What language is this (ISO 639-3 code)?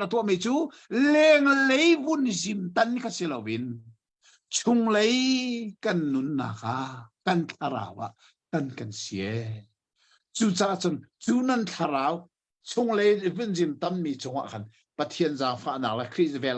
cnh